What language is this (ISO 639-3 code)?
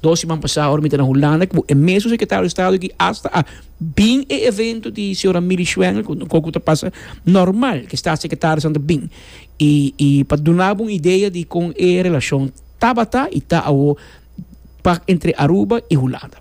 pap